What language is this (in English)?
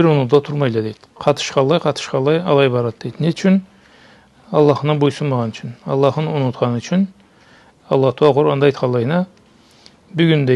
Karachay-Balkar